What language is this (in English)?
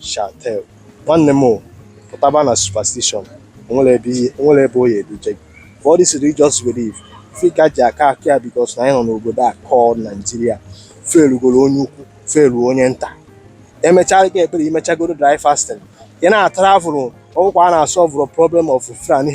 Igbo